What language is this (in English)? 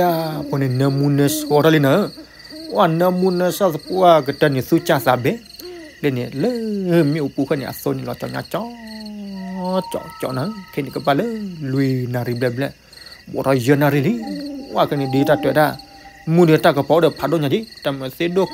S'gaw Karen